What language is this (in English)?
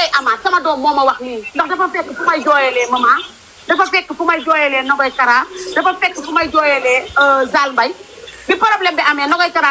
Wolof